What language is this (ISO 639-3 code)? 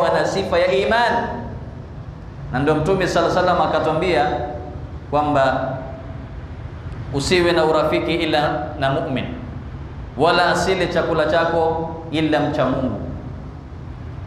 swa